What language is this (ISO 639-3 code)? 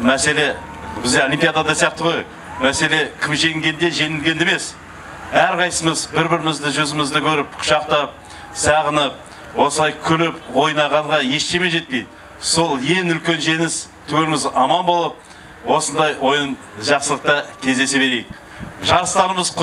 kaz